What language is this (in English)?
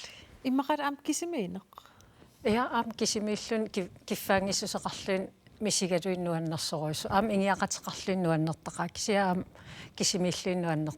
Kalaallisut